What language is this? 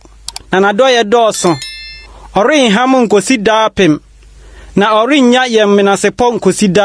Akan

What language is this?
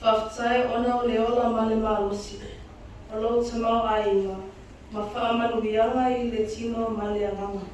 Samoan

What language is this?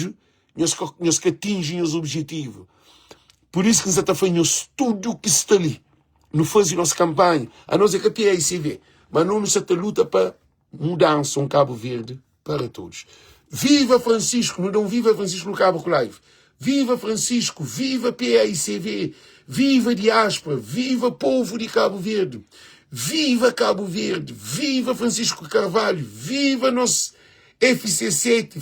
Kabuverdianu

